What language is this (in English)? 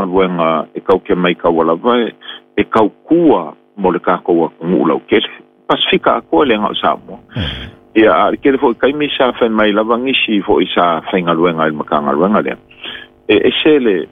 Samoan